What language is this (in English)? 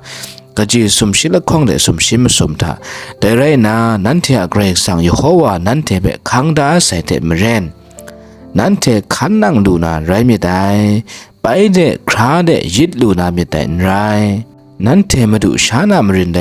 Kachin